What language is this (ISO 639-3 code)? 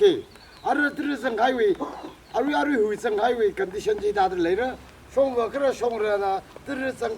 nmf